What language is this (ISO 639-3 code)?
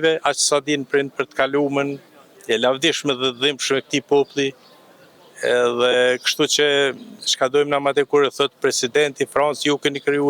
sqi